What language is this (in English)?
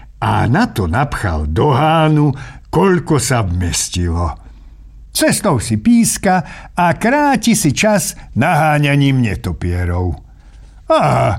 Slovak